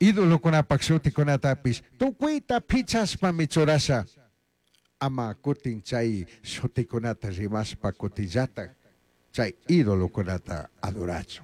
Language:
Chimborazo Highland Quichua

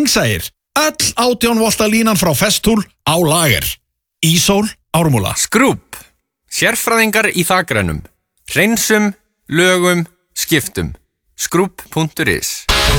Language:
Icelandic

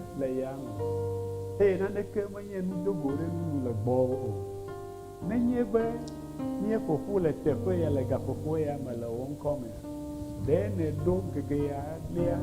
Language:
Ewe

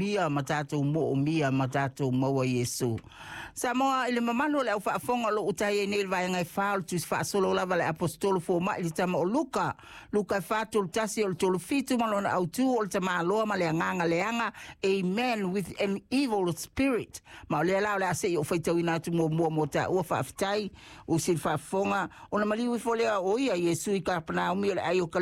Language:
Samoan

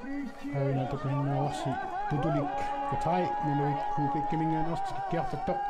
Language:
Kalaallisut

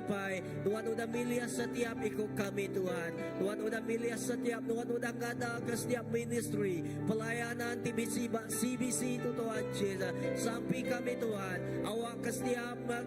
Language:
Iban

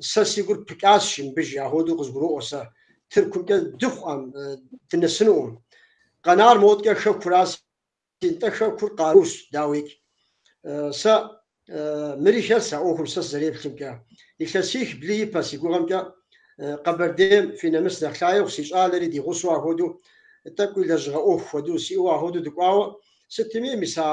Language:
Kabardian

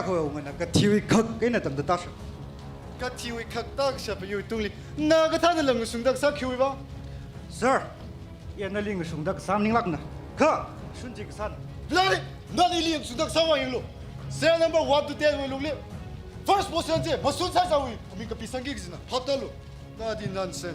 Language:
Tangkhul Naga (India)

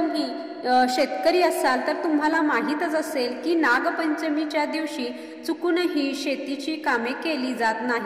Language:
Marathi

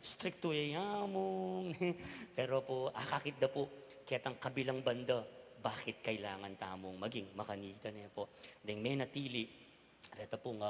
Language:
Pampanga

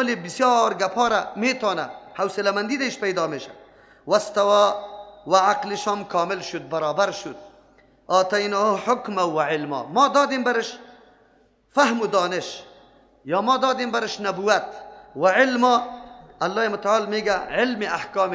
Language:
Persian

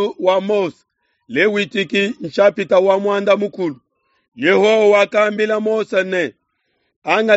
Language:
Luba-Lulua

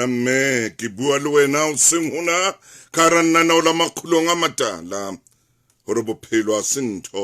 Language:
Southern Sotho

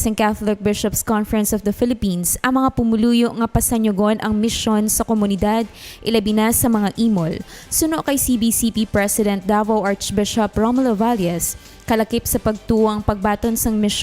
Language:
Hiligaynon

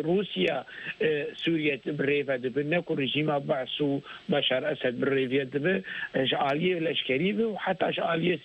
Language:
Kurdish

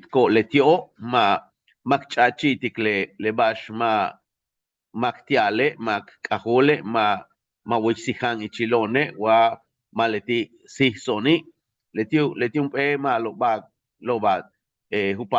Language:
Yucateco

